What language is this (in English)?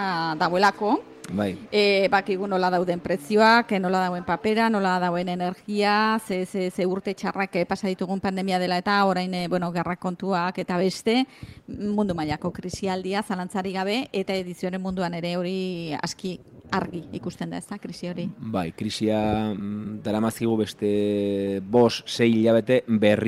Basque